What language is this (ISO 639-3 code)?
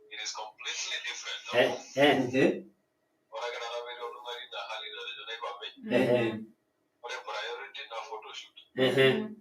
mas